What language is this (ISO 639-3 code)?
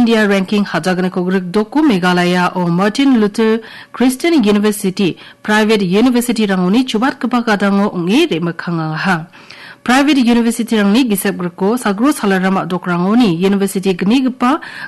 grt